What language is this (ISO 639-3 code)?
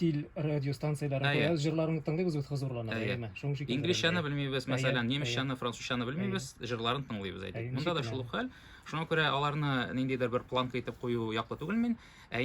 tat